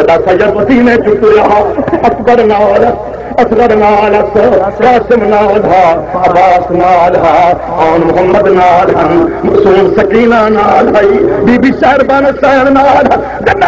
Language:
Saraiki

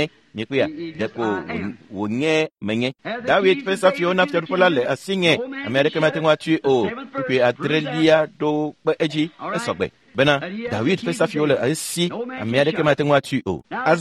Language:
Ewe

